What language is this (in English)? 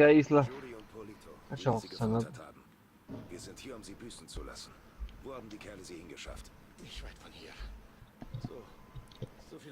Swiss German